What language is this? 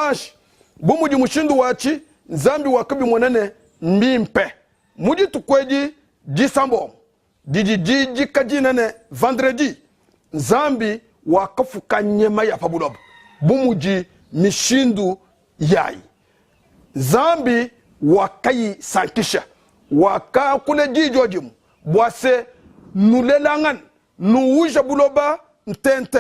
Luba-Lulua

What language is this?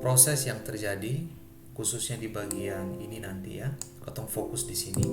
Ambonese Malay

